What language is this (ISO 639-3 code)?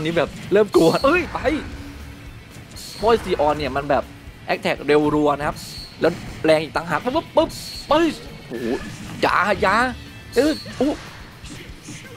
tha